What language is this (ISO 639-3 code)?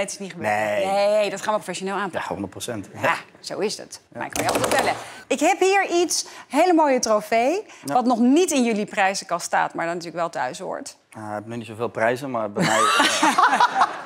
nld